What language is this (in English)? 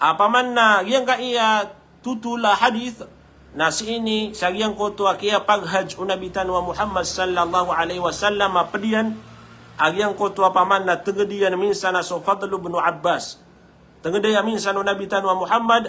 Maranao